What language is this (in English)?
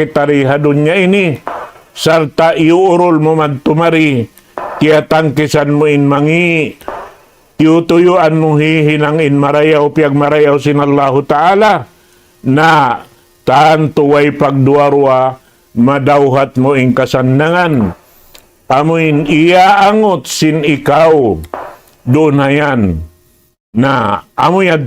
Tausug